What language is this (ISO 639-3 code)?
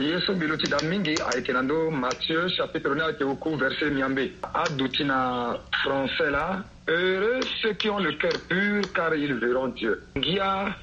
sag